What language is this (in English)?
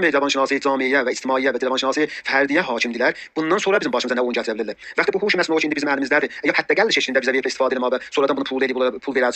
South Azerbaijani